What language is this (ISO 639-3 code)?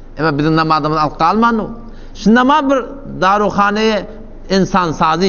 tuk